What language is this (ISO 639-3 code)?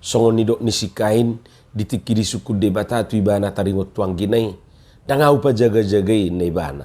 bbc